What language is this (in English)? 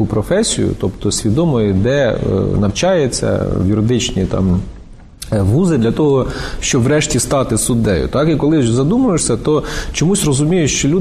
Ukrainian